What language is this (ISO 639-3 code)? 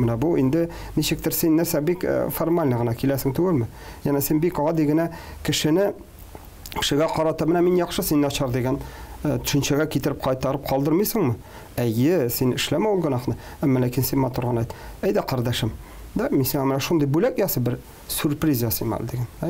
tat